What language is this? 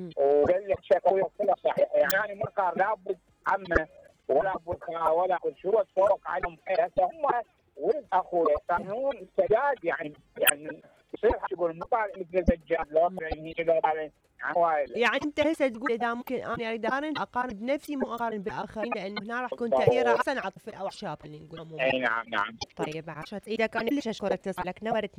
Mesopotamian Arabic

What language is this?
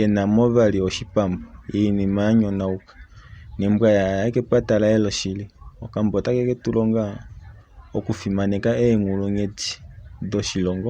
Kuanyama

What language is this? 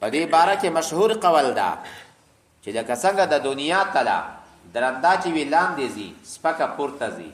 Pashto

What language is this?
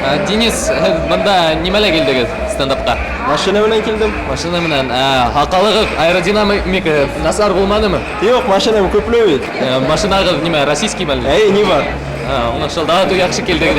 Bashkir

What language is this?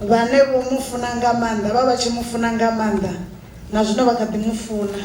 Venda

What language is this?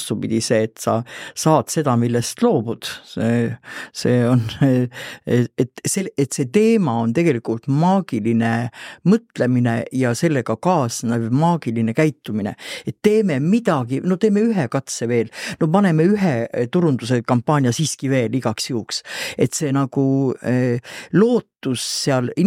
Estonian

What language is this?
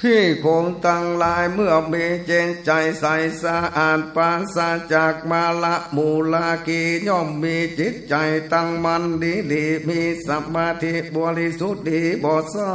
Northern Thai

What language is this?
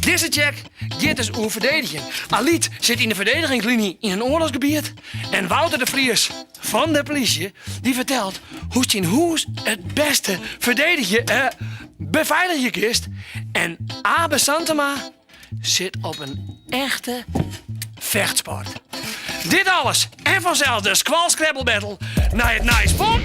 Western Frisian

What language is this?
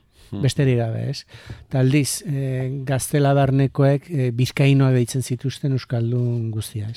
Basque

